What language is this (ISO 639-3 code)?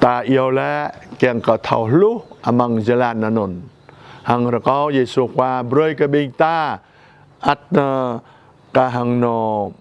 jra